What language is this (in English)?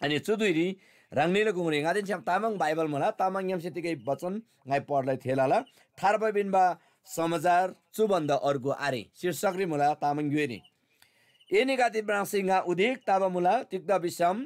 Eastern Tamang